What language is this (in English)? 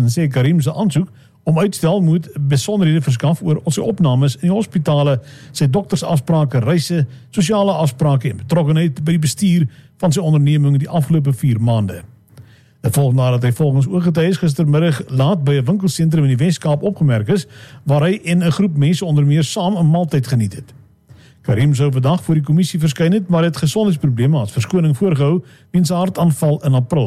Afrikaans